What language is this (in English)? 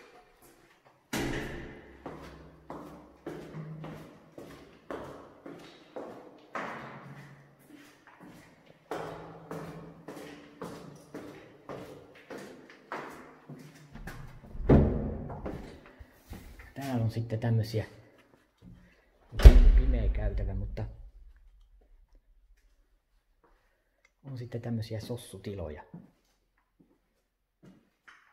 Finnish